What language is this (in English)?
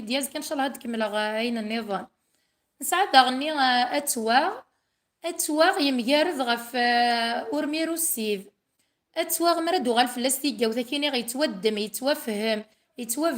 Kabyle